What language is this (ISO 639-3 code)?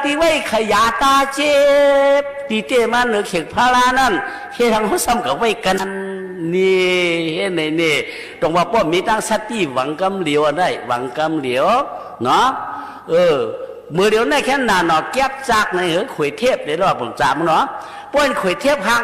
shn